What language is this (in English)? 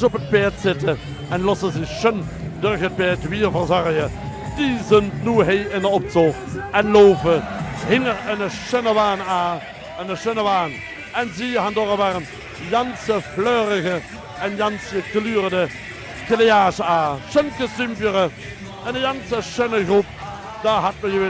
Limburgish